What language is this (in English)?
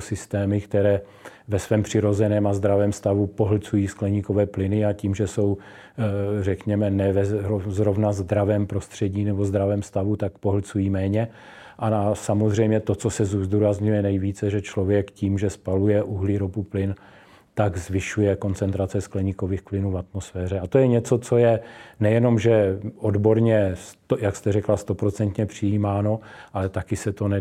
Czech